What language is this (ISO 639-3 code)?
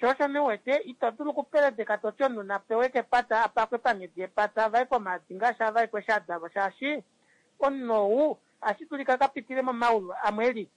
kua